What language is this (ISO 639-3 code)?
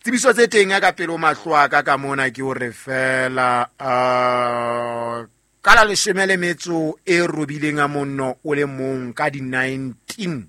sot